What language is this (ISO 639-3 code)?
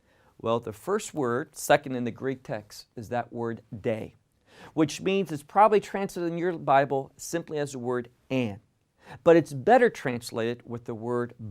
eng